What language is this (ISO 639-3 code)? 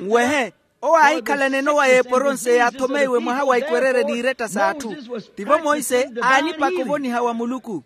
vmw